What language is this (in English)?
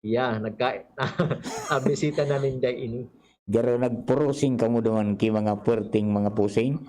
Bikol